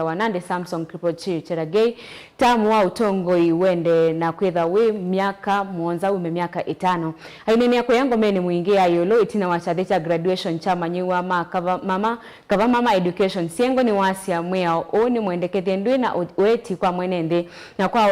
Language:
Kamba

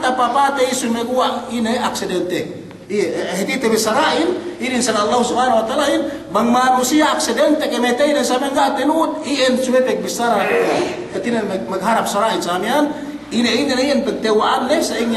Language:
Yakan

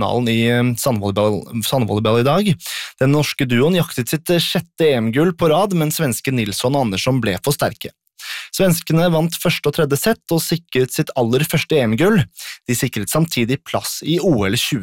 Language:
Norwegian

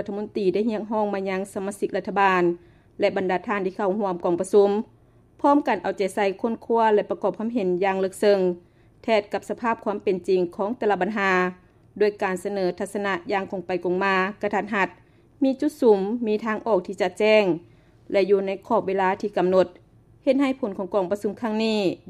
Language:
Lao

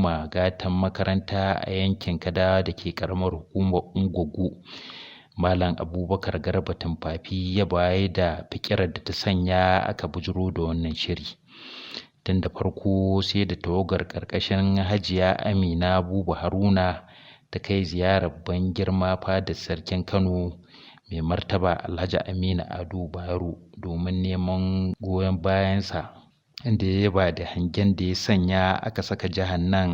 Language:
Hausa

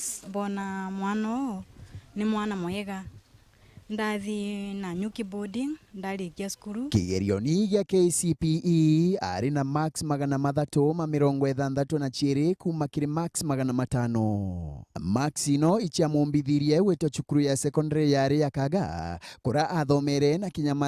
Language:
Meru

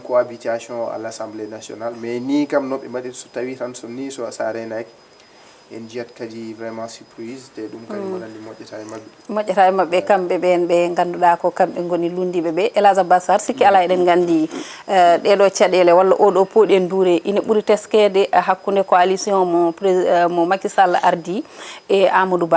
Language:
Fula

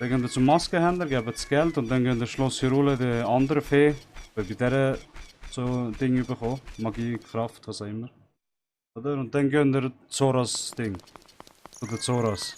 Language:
Swiss German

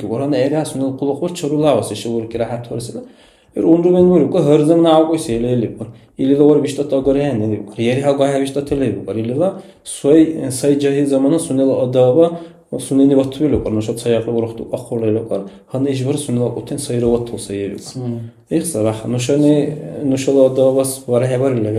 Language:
Dargwa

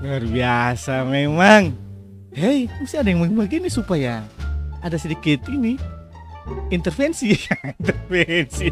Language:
Ambonese Malay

